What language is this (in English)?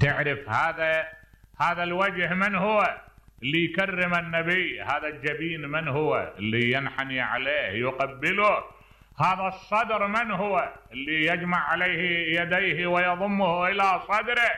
Mesopotamian Arabic